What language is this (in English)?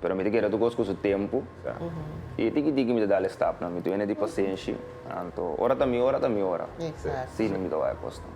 Papiamento